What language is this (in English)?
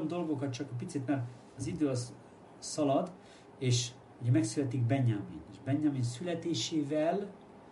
Hungarian